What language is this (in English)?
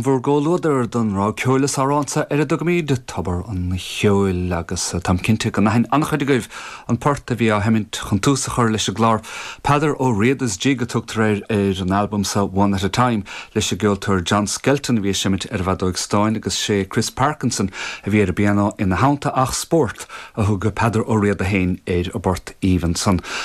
Irish